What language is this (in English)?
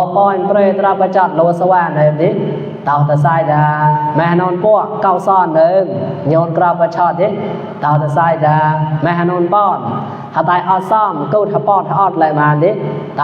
Mon